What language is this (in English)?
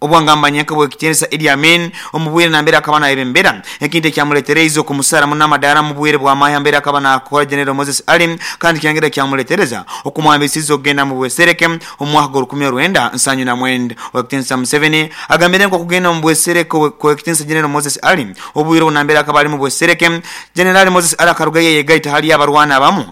Nyoro